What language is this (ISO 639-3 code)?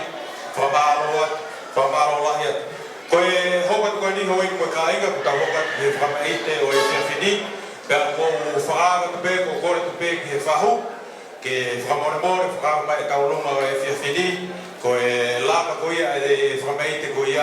ton